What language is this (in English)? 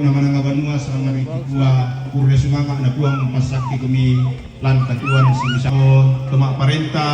Toraja-Sa'dan